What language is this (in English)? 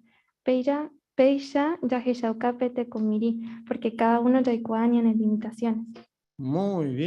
Guarani